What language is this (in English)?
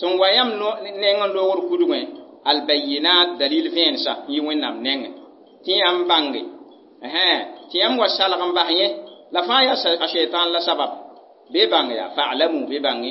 Mossi